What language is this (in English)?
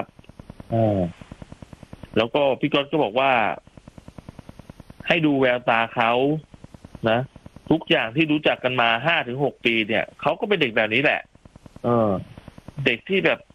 Thai